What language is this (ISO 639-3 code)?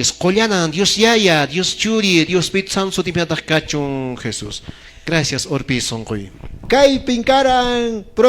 que